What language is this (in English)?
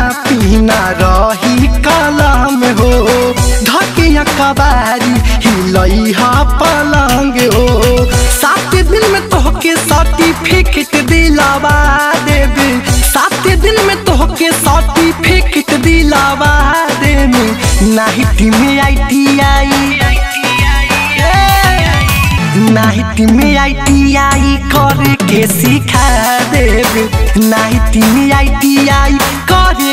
Bhojpuri